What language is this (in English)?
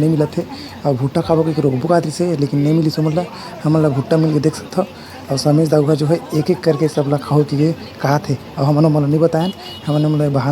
Chhattisgarhi